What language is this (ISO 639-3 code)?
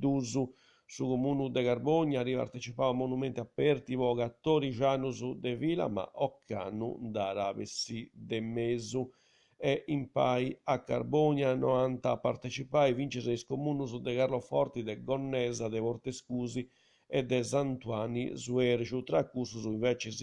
srd